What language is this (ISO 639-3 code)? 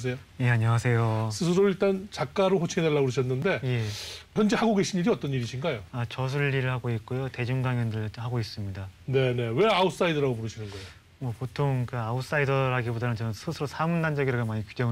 kor